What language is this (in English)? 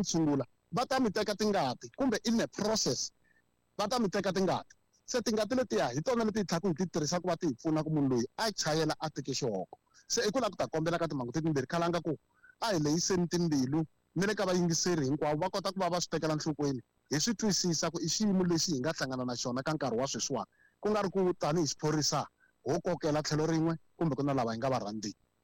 Tsonga